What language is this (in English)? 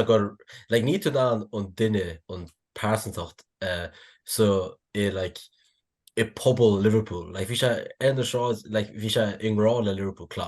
Irish